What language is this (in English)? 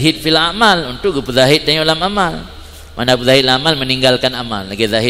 Achinese